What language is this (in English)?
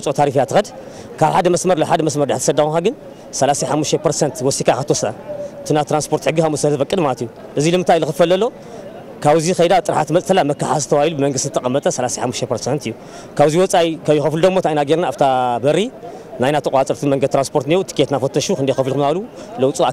Tigrinya